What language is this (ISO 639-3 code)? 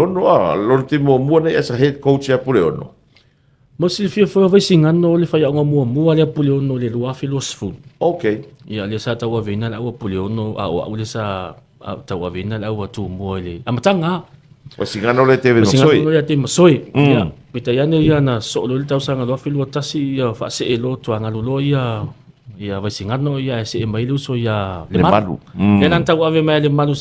smo